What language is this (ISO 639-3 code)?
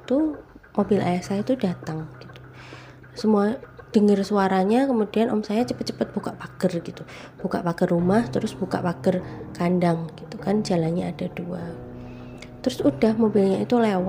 ind